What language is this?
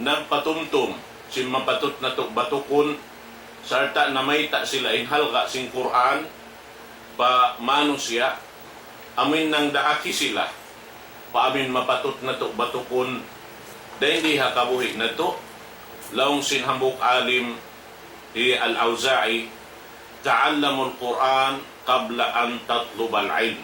Tausug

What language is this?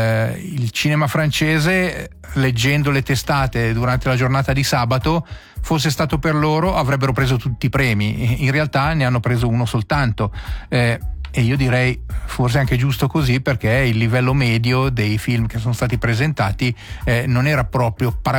Italian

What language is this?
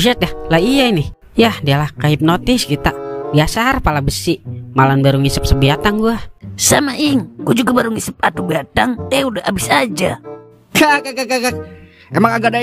Betawi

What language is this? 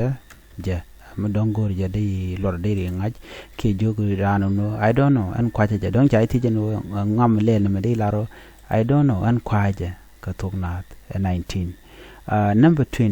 Nuer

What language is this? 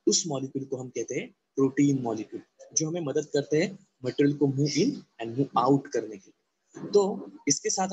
Hindi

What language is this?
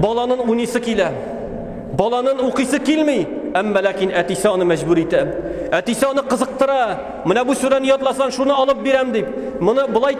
Tatar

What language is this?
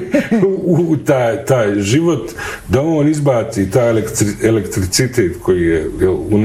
Bosnian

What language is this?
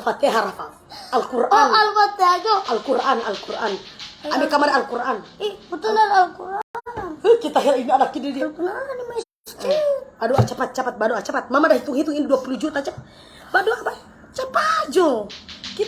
Manado Malay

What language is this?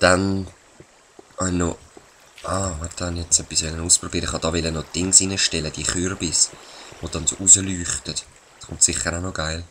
Swiss German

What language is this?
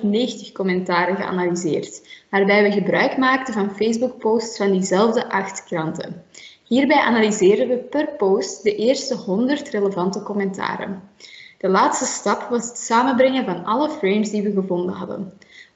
Dutch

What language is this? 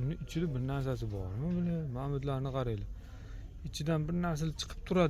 Uzbek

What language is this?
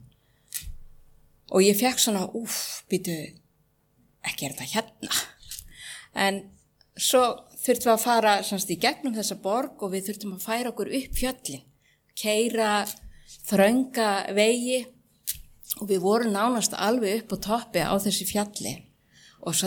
Icelandic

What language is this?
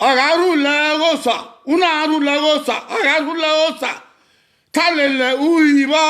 Bini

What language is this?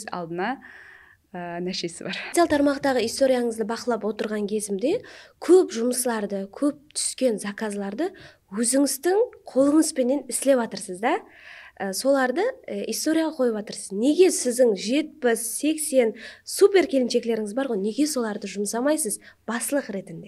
Kara-Kalpak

